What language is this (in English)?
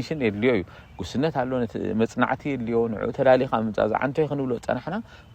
Tigrinya